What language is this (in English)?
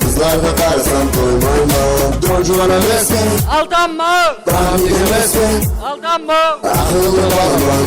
Kara-Kalpak